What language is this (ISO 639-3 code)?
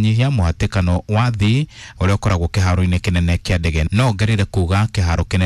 kik